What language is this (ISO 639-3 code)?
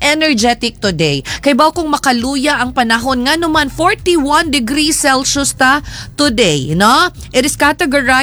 ceb